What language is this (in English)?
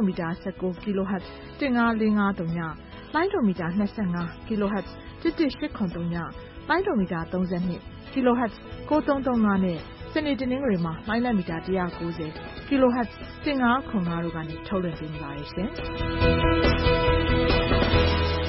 Burmese